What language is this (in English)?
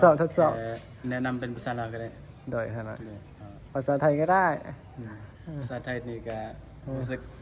Lao